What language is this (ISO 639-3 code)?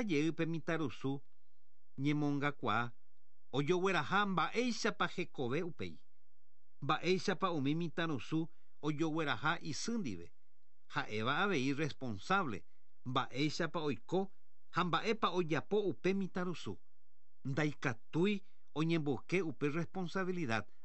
grn